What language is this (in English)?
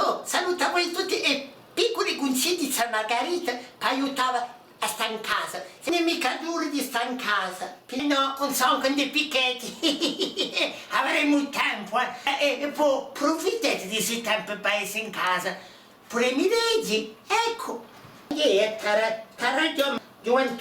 Corsican